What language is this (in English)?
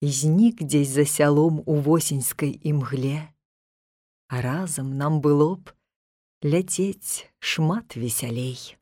Belarusian